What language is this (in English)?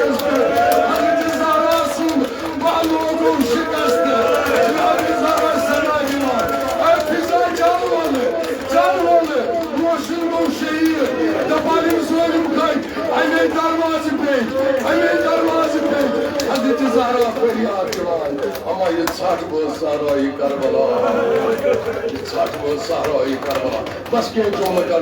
Kashmiri